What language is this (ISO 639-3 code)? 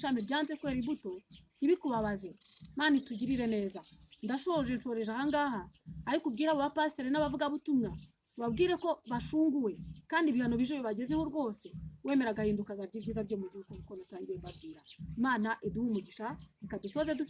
kin